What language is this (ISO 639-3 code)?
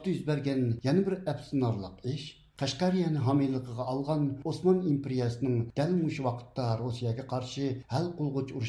uig